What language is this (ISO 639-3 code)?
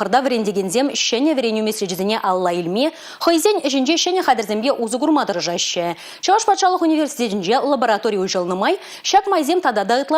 chv